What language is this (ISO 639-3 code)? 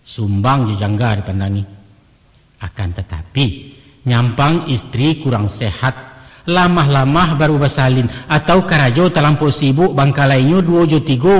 min